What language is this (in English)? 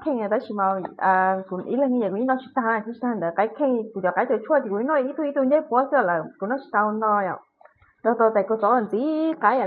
Hmong